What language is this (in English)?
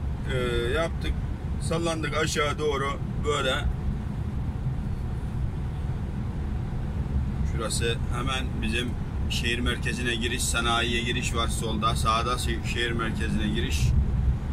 Turkish